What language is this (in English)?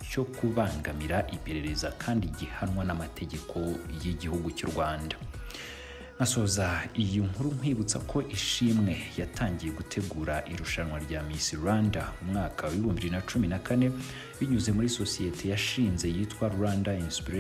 Kinyarwanda